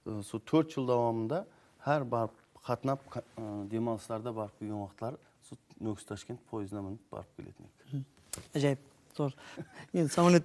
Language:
Kara-Kalpak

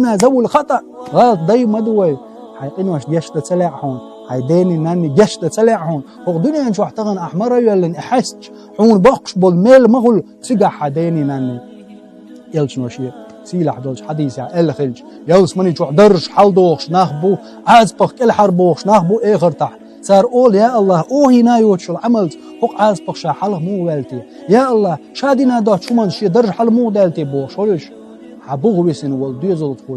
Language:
Chechen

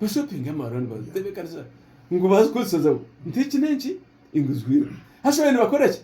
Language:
Nyankole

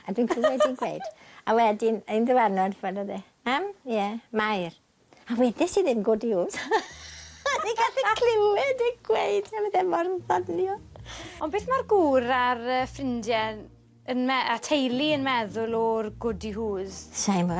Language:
Welsh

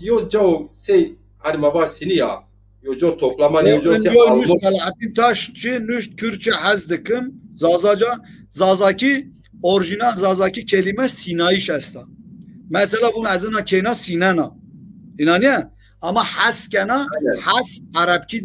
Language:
Zaza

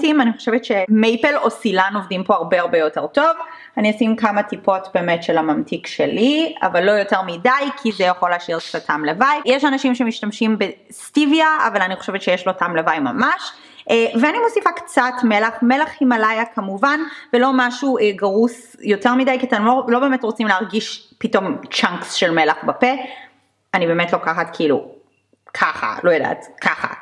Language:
Hebrew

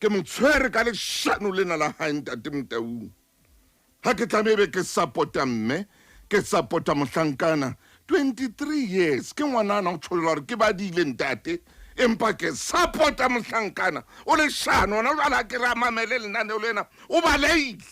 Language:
Southern Sotho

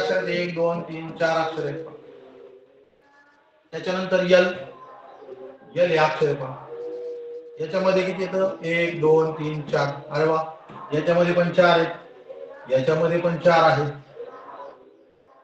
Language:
Marathi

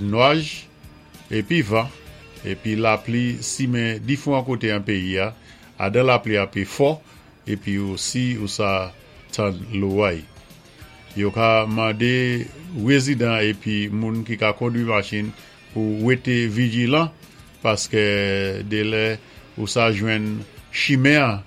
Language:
Saint Lucian Creole French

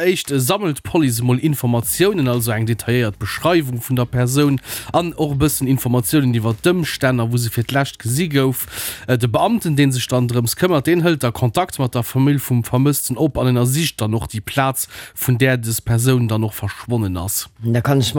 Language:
Luxembourgish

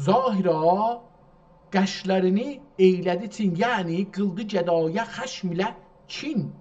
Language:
South Azerbaijani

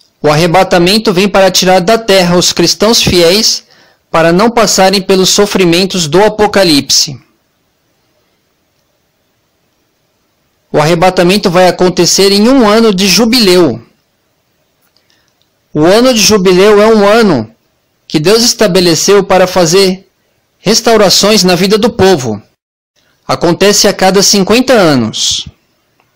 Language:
Portuguese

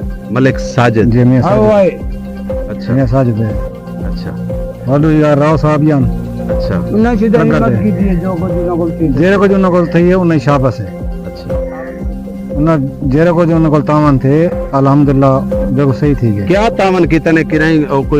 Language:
Saraiki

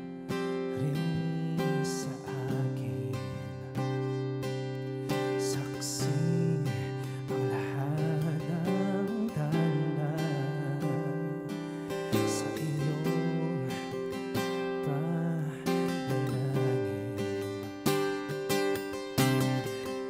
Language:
Filipino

